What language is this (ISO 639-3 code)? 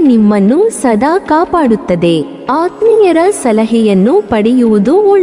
kan